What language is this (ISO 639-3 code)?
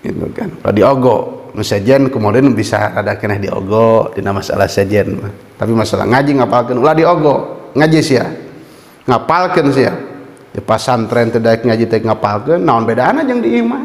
sun